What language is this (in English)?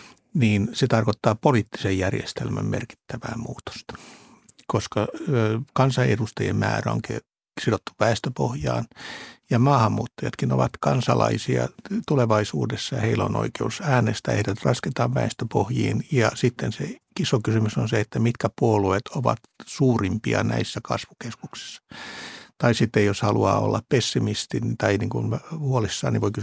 Finnish